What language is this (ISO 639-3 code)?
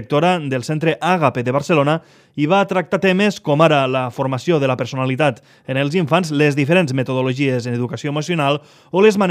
cat